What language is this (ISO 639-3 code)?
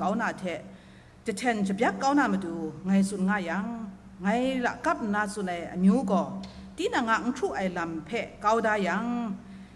kac